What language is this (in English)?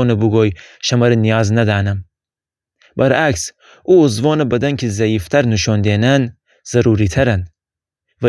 Gilaki